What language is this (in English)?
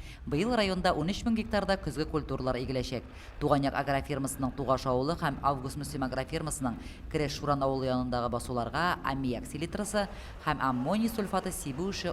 Tatar